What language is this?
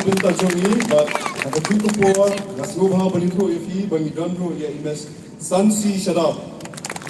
Khasi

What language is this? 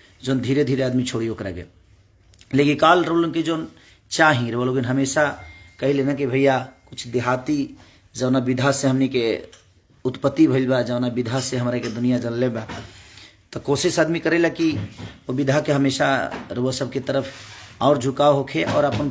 Bhojpuri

